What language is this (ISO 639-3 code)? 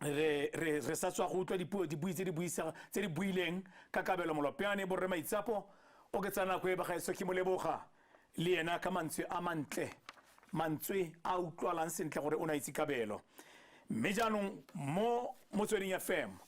tsn